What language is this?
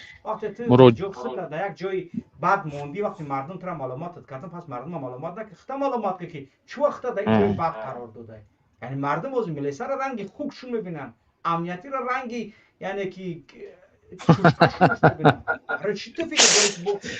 Tajik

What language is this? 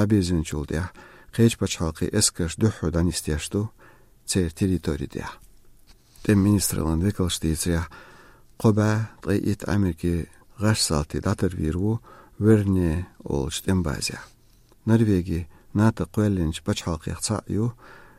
Chechen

